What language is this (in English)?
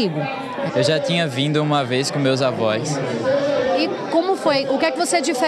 Portuguese